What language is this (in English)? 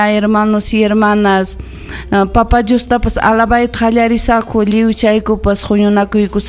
Ayacucho Quechua